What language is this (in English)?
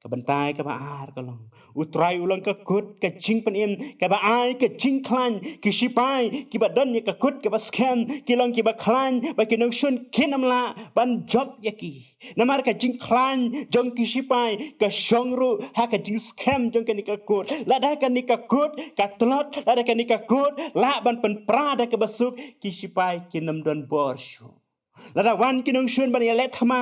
Khasi